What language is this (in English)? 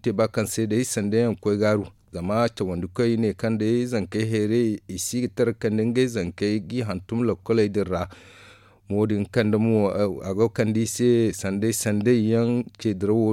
Zarma